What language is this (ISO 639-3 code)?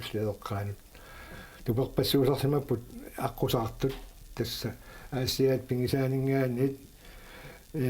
kal